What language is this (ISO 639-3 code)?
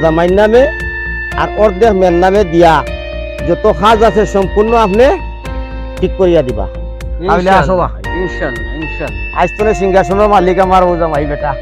syl